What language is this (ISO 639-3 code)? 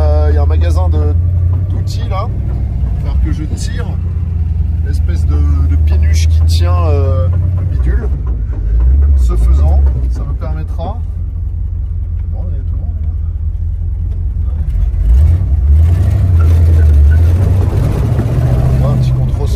fra